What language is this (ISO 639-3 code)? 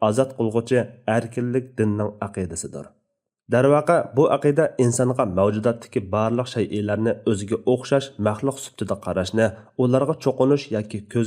uig